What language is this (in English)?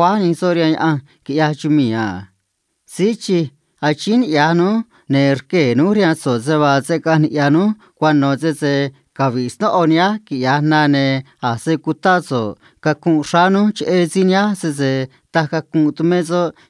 Copala Triqui